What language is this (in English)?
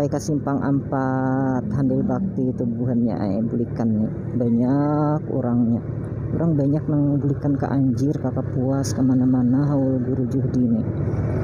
Banjar